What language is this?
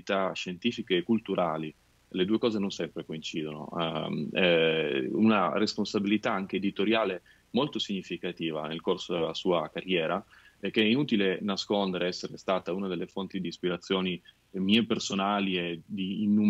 Italian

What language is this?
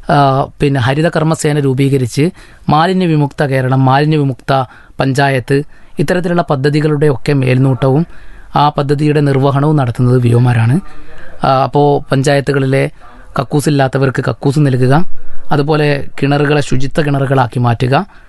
Malayalam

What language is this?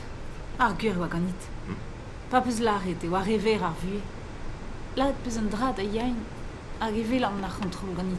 Breton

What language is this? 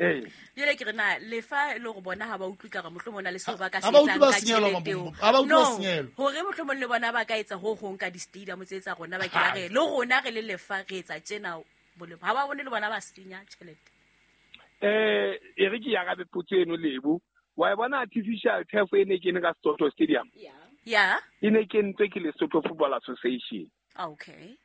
Southern Sotho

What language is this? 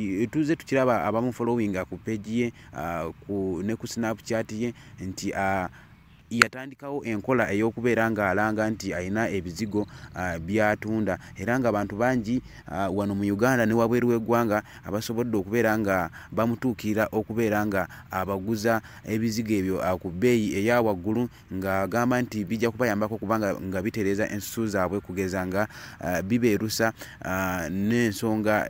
Ganda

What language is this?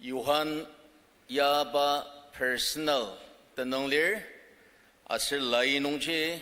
Ao Naga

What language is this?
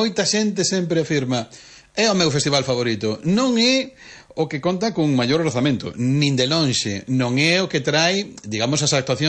Galician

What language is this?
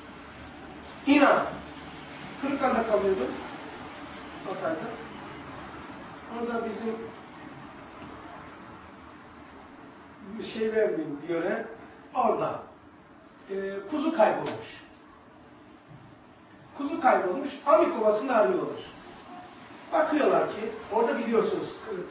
Turkish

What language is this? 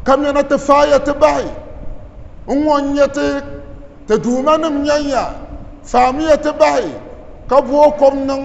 Dagbani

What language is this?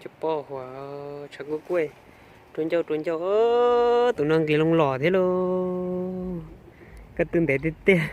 Hmong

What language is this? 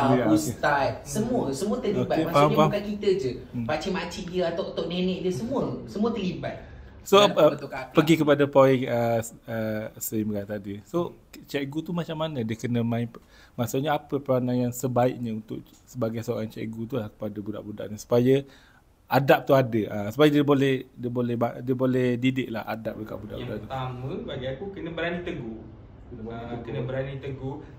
Malay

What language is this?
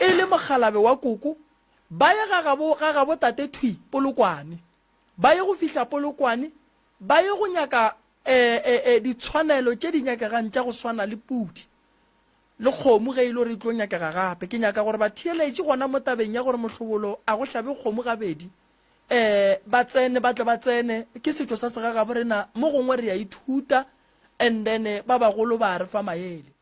Northern Sotho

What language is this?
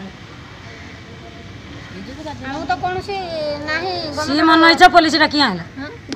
Odia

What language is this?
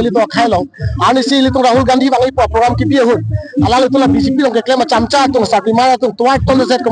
Karbi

